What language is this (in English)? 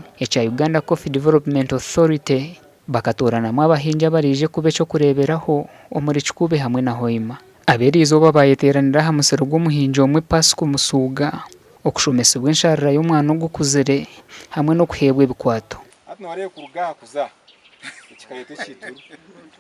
Nyankole